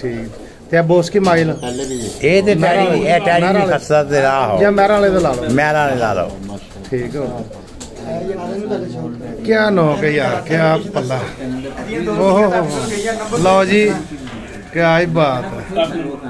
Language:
Punjabi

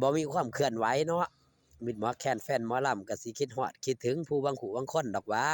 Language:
Northeastern Thai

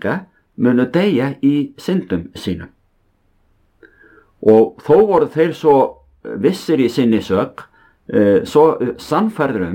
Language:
Icelandic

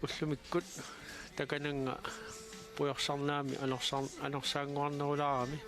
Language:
Kalaallisut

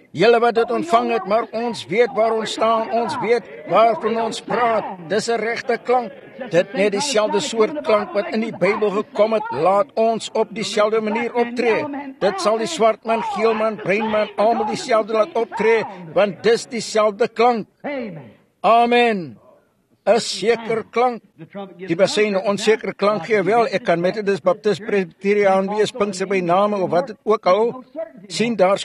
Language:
Afrikaans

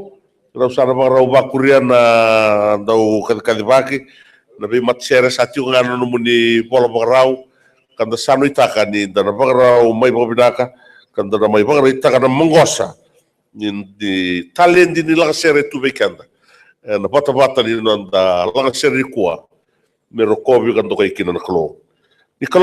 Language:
Fijian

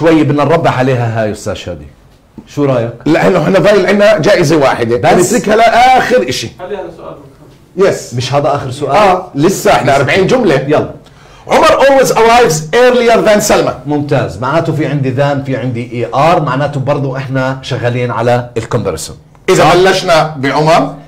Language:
South Levantine Arabic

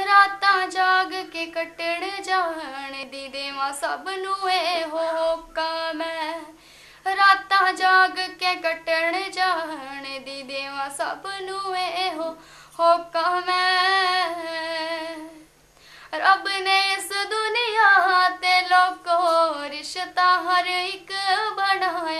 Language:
Punjabi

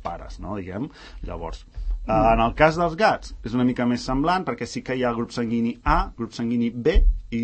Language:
Catalan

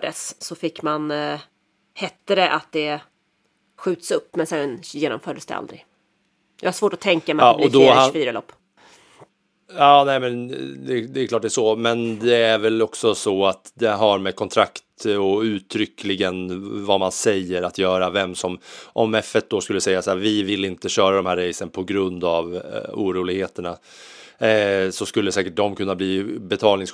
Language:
Swedish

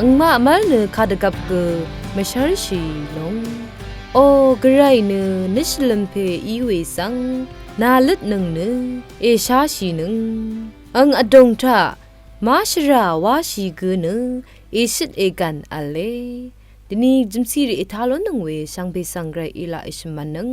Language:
Rawang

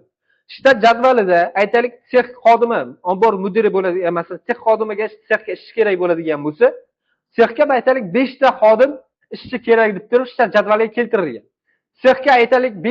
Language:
Uzbek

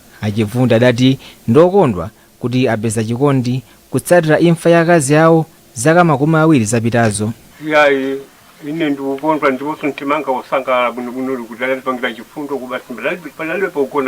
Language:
Nyanja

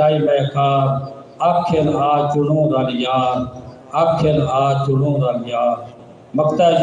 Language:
Saraiki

